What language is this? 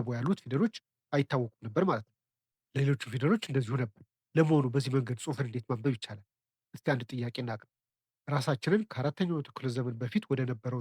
Amharic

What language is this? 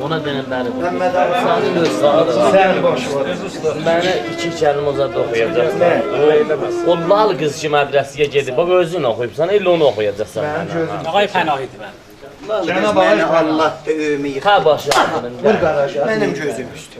South Azerbaijani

